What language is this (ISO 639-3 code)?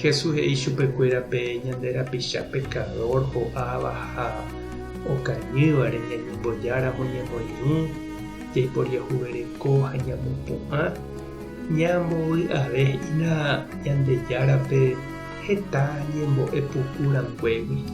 grn